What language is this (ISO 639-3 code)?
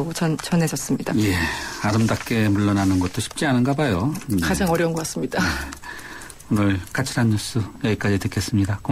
kor